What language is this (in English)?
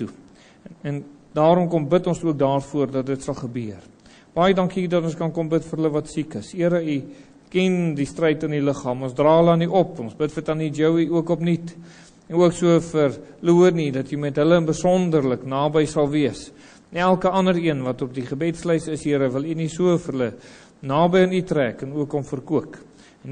Afrikaans